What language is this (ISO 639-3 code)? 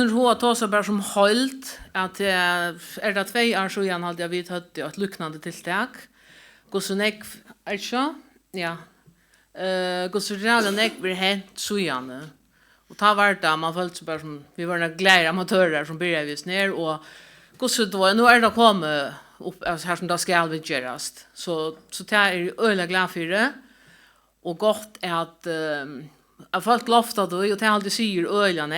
fao